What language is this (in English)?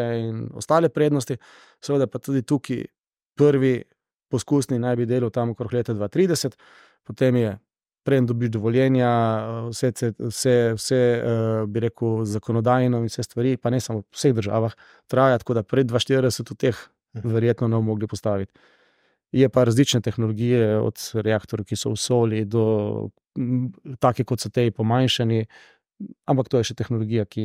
Slovenian